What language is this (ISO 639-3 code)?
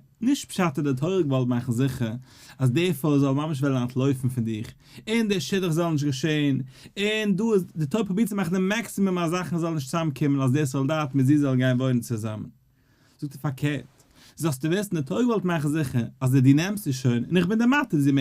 yid